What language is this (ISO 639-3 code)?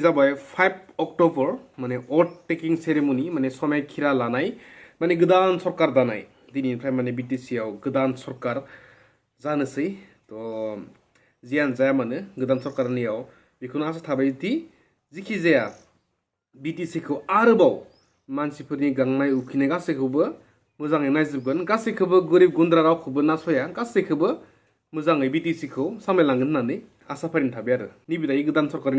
brx